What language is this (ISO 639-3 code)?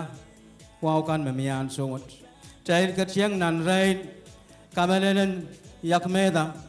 pon